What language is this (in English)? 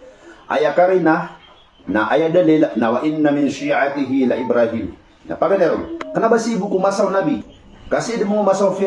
Maranao